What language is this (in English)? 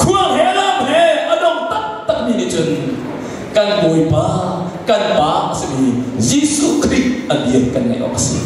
Hakha Chin